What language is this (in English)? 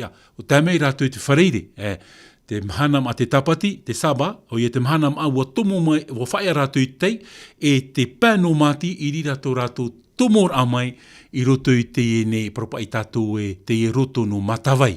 Tahitian